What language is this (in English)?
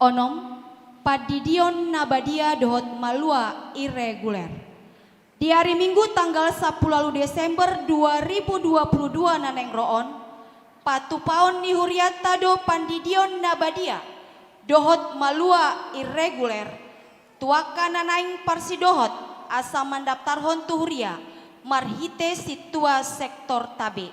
Batak Toba